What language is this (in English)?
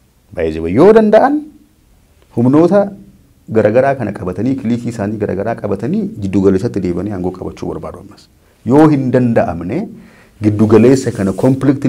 Oromo